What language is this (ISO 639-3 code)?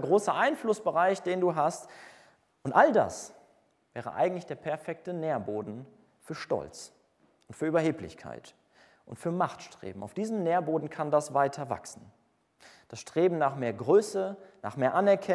deu